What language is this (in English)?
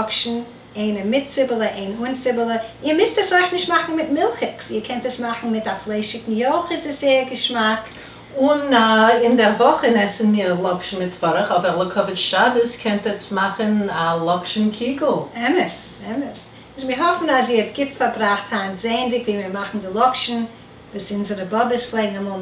Yiddish